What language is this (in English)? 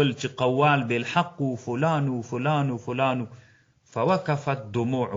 Pashto